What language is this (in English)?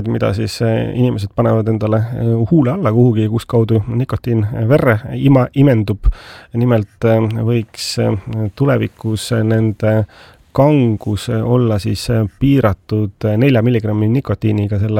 Estonian